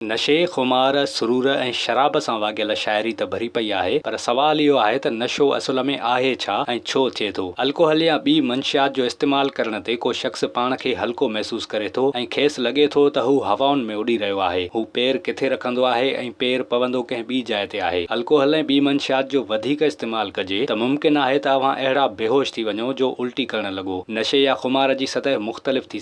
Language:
Sindhi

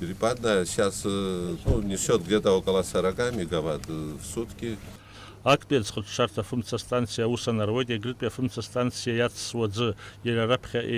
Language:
Abkhazian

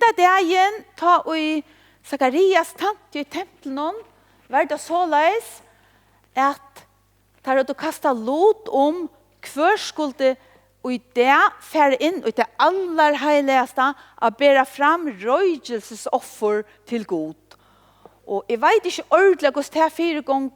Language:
Faroese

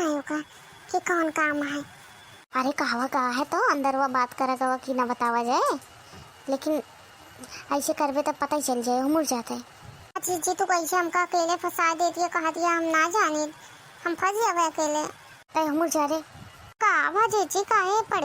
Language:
Awadhi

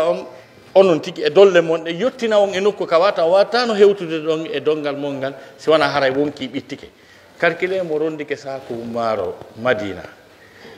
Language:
Pular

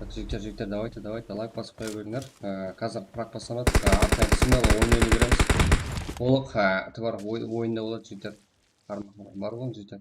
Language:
Kara-Kalpak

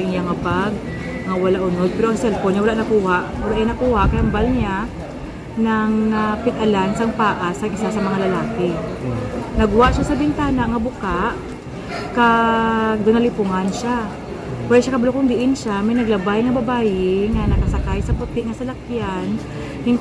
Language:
Hiligaynon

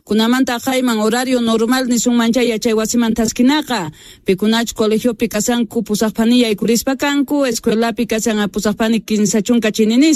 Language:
South Bolivian Quechua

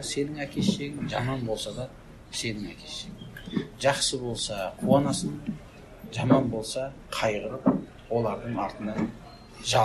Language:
Kazakh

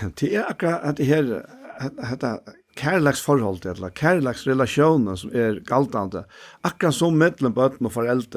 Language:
Faroese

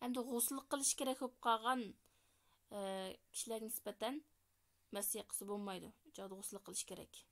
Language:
Uyghur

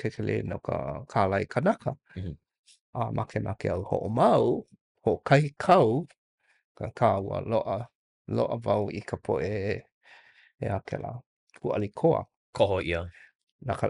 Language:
Hawaiian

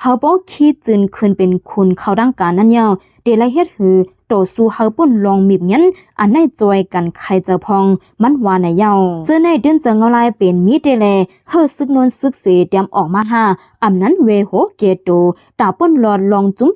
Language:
Shan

